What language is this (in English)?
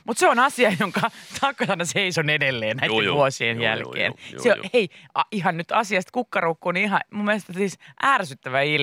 Finnish